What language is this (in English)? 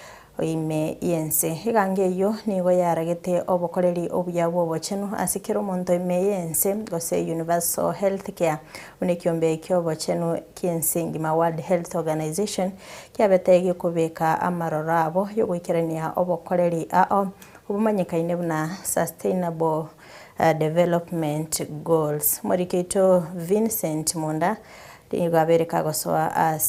Gusii